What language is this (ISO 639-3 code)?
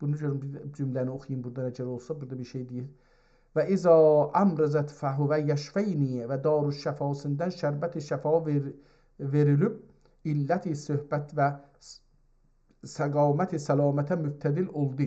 azb